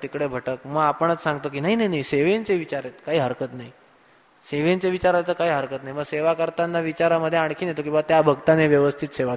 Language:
Marathi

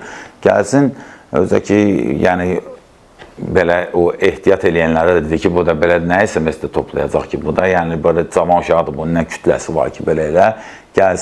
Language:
Azerbaijani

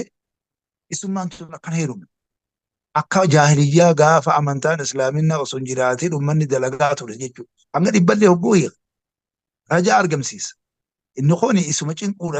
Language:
Oromo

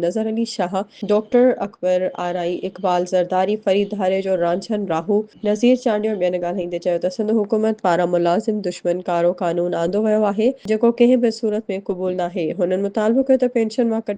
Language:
Sindhi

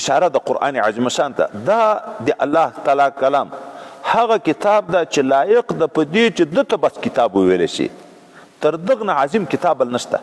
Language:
Pashto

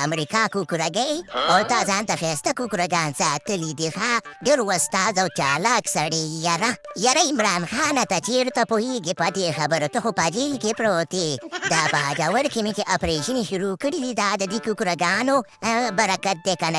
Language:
Pashto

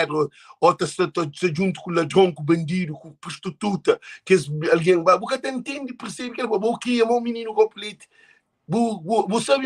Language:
Kabuverdianu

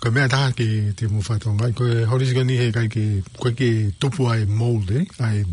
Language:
Tongan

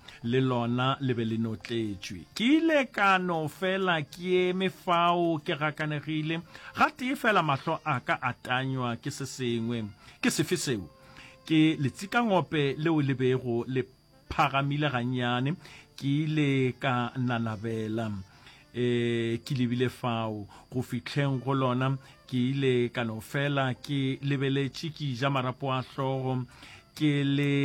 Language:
Northern Sotho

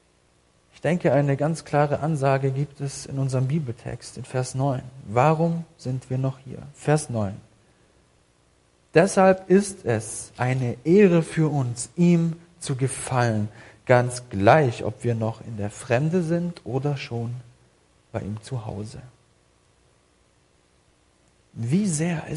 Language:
German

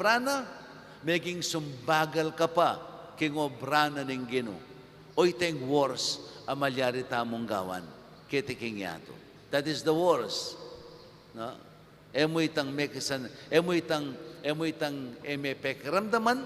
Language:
Pampanga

